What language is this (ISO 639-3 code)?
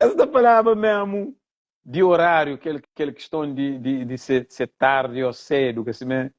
kea